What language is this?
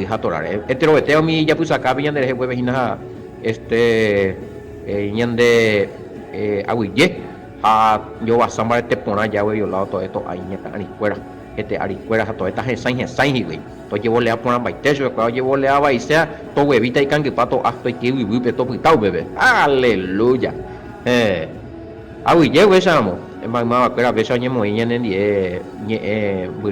Guarani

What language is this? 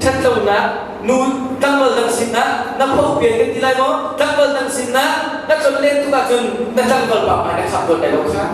Hakha Chin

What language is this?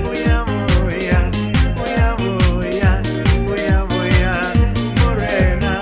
Venda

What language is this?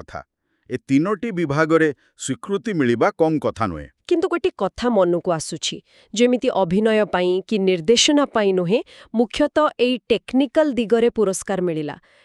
Odia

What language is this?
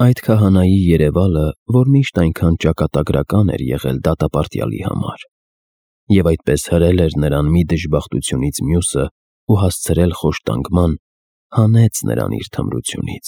Armenian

